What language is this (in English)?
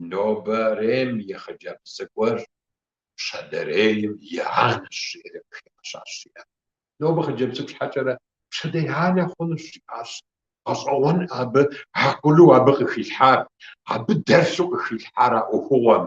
Kabardian